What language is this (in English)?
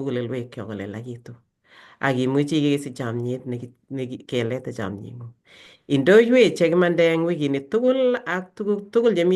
Kalenjin